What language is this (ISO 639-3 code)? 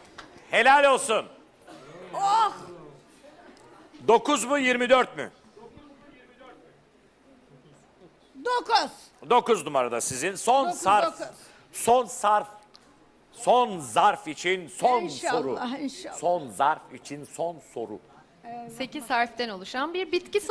tur